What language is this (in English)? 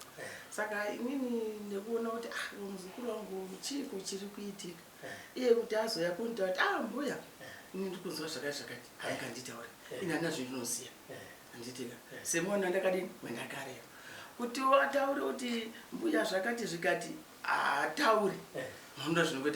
Shona